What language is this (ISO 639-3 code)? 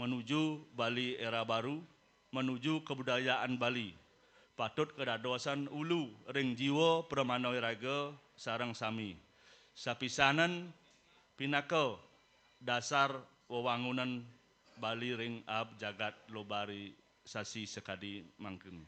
ban